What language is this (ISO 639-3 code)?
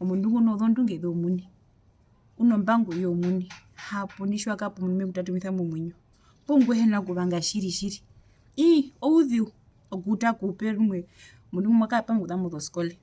her